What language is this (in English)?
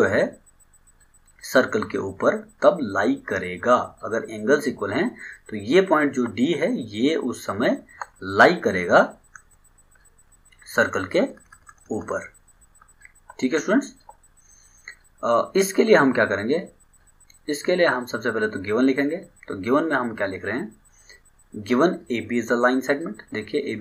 Hindi